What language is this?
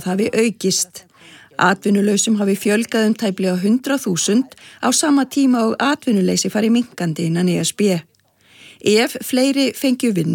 Icelandic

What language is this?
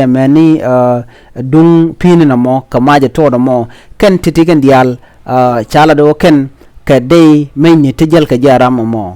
Nuer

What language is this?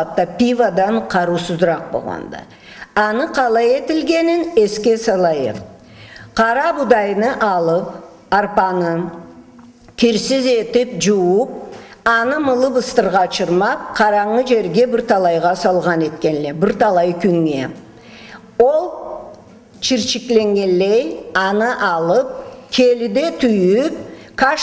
Karachay-Balkar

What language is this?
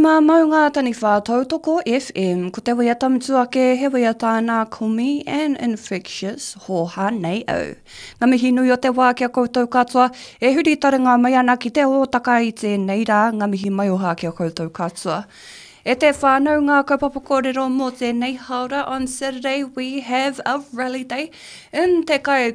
Māori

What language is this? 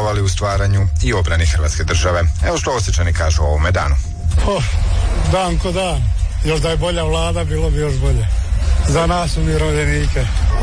Croatian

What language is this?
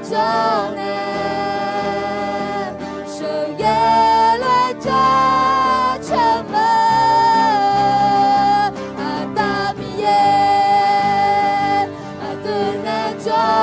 Akha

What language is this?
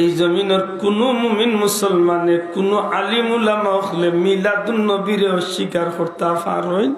Sylheti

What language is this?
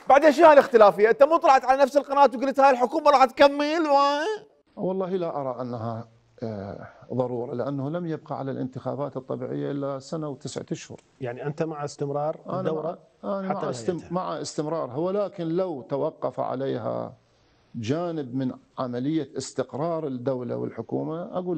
Mesopotamian Arabic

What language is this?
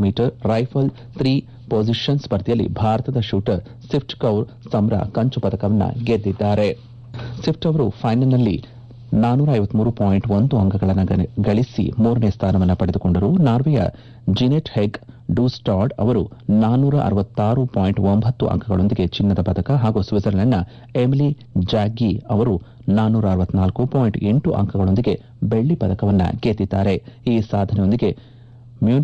Kannada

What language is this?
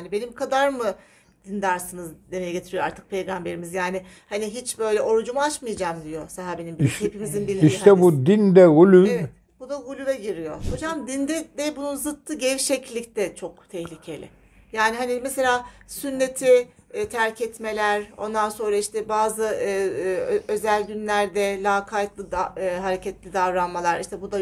Turkish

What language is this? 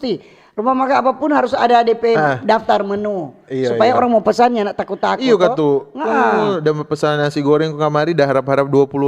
Manado Malay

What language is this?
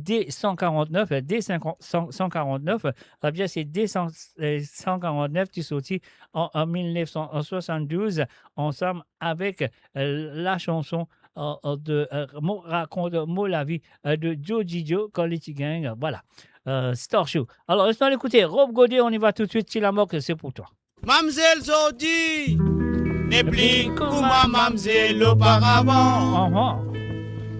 Morisyen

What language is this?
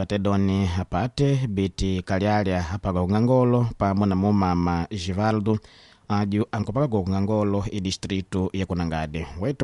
Makonde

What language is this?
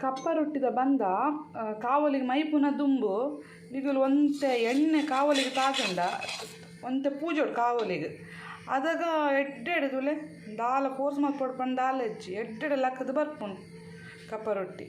Tulu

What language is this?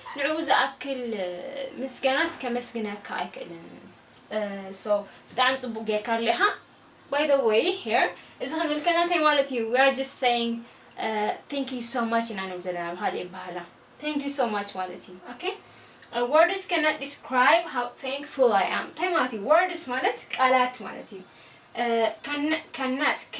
Tigrinya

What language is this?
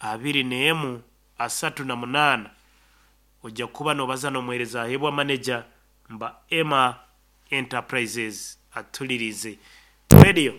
Nyankole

